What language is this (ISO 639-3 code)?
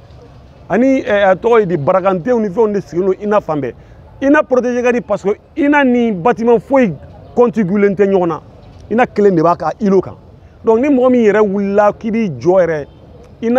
bam